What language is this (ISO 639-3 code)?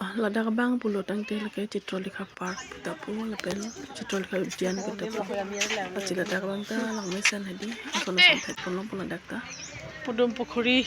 mjw